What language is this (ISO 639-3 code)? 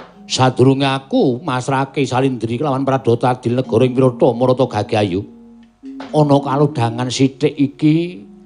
jav